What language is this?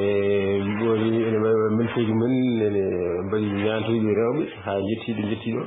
Fula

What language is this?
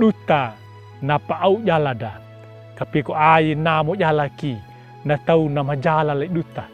Anakalangu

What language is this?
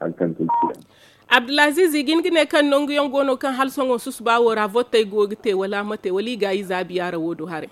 Zarma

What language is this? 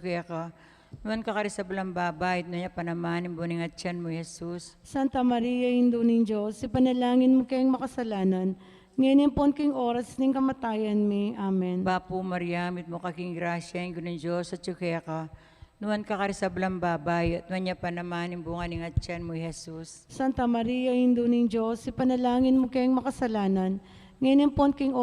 Pampanga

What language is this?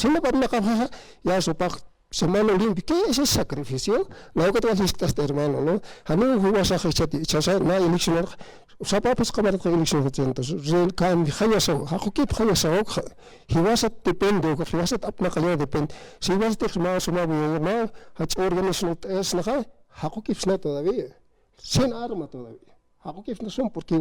Aymara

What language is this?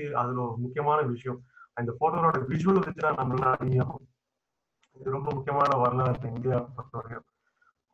Tamil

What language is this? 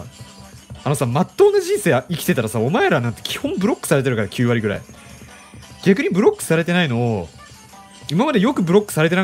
Japanese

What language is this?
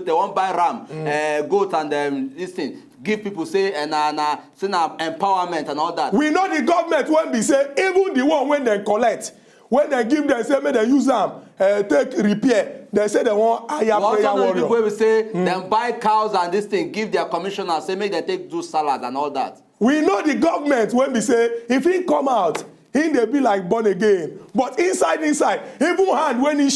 Nigerian Pidgin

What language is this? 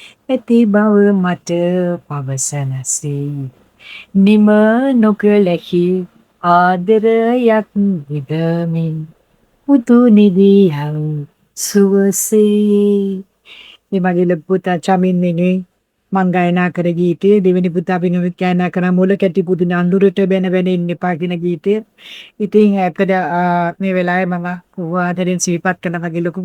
Sinhala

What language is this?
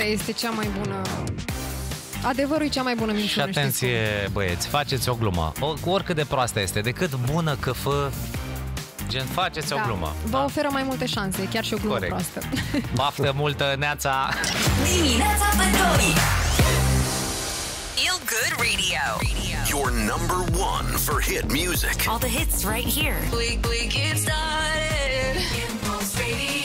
Romanian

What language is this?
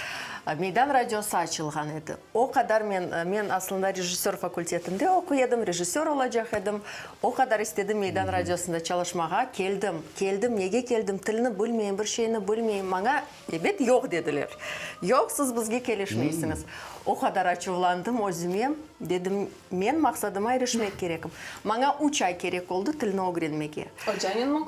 Crimean Tatar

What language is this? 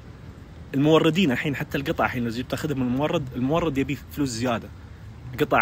Najdi Arabic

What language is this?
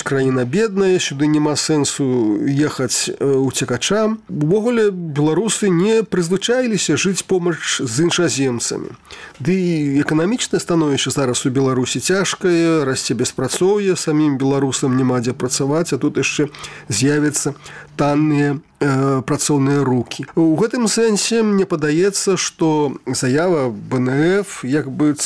Belarusian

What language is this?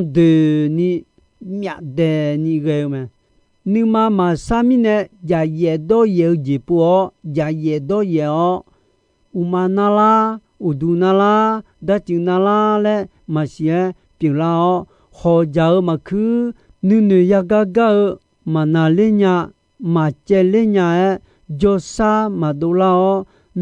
Akha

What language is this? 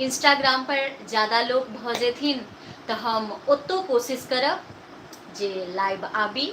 Maithili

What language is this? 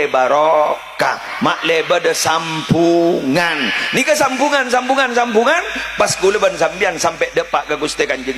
Madurese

